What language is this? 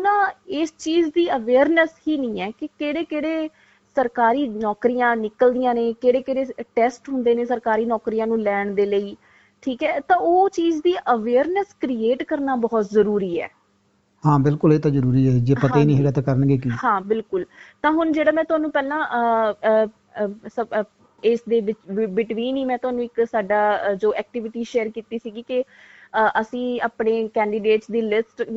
Punjabi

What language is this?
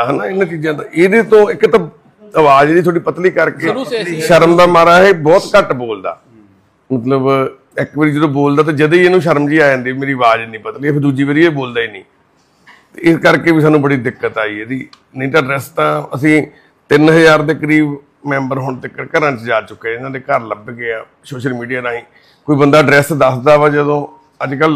Punjabi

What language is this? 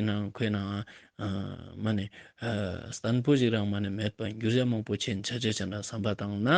Ladakhi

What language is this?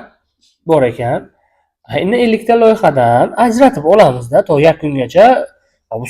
Uzbek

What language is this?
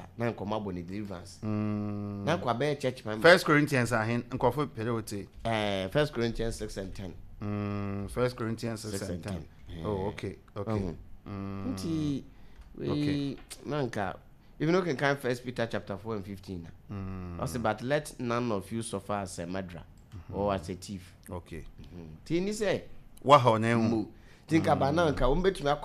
Akan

